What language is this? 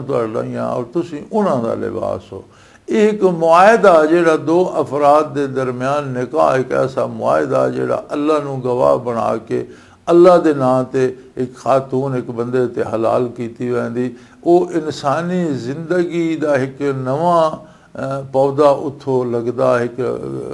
Western Panjabi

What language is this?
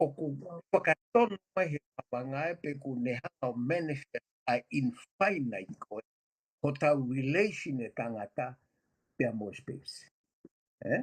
Tongan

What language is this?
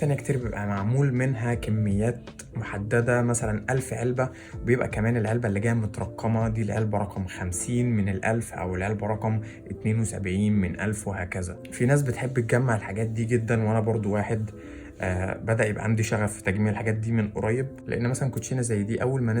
Egyptian Arabic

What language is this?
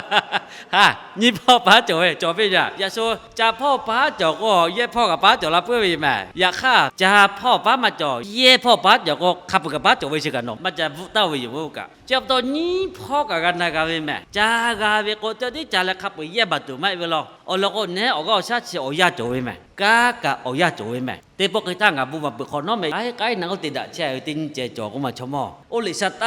Lahu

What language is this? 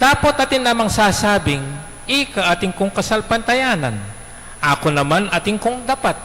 Pampanga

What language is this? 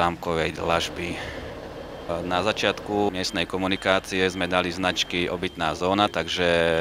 Slovak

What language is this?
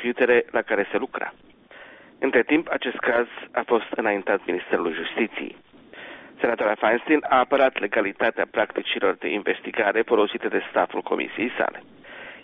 Romanian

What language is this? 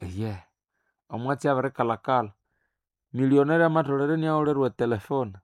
Nande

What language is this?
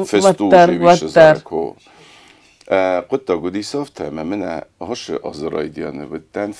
Ossetic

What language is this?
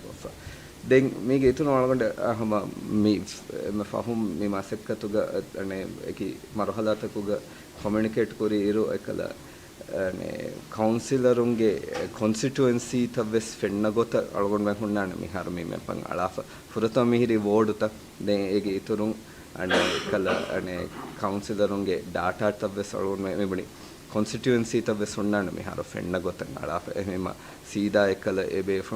Divehi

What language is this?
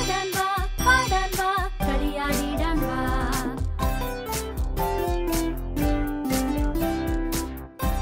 Malayalam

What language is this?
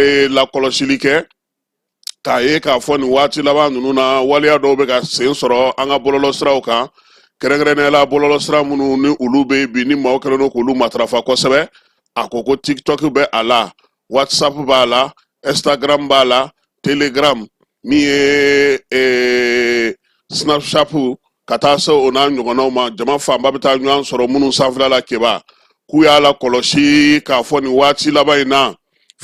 Bambara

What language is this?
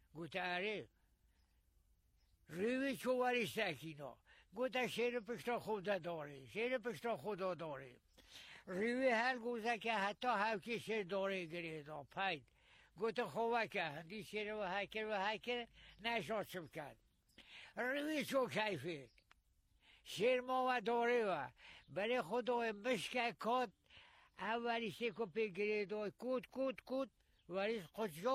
Persian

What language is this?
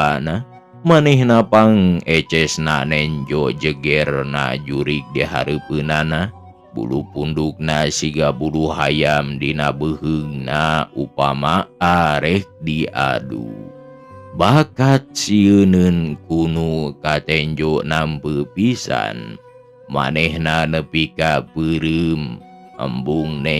Sundanese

